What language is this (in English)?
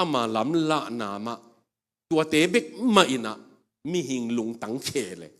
Tedim Chin